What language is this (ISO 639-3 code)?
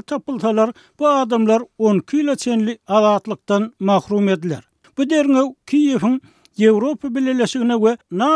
tuk